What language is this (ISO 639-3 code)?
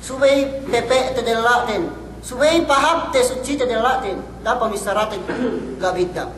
yka